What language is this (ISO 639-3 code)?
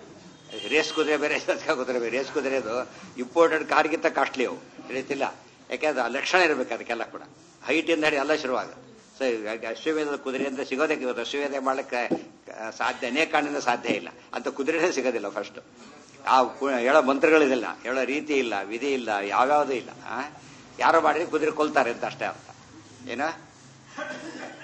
kan